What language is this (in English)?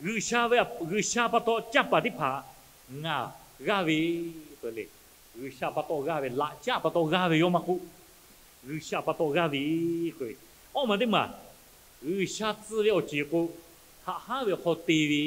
Lahu